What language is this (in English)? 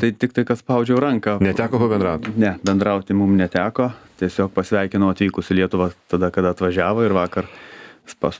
Lithuanian